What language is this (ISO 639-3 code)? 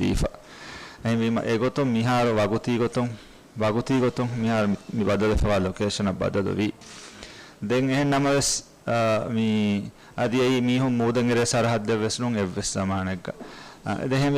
div